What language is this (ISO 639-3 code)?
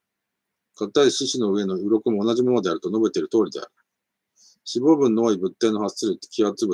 jpn